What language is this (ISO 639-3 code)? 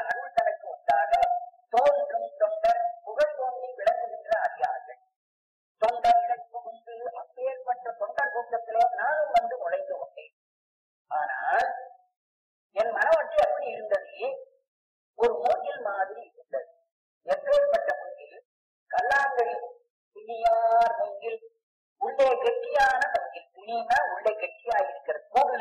tam